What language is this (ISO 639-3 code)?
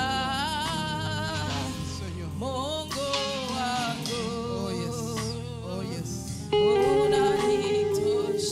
swa